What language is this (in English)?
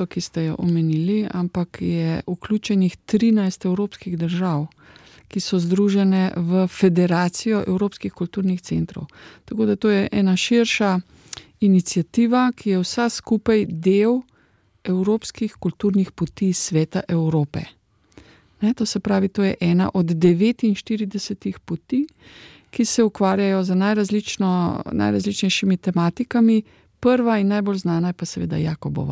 Slovenian